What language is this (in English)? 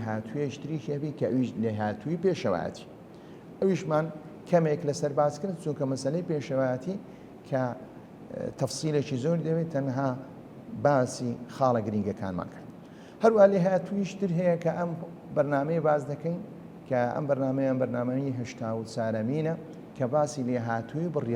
Central Kurdish